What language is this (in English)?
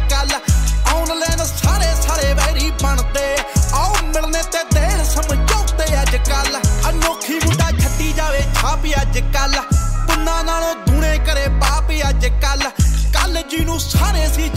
Punjabi